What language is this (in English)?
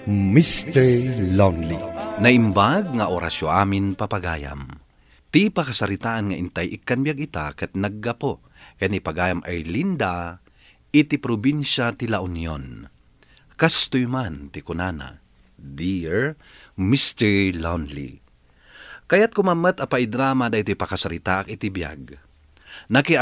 Iloko